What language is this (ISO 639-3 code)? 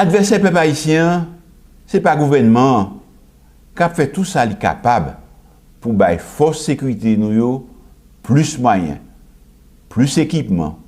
hat